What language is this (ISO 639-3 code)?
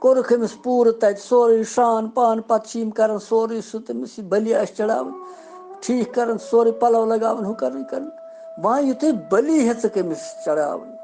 kas